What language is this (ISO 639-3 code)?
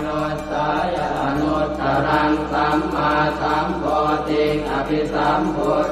pli